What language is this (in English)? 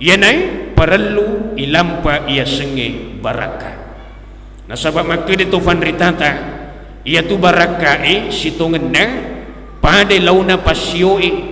Buginese